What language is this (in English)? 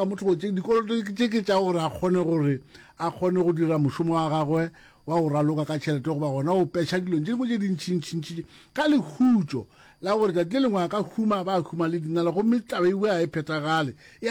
Northern Sotho